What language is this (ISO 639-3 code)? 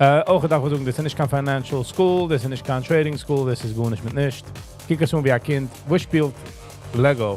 yid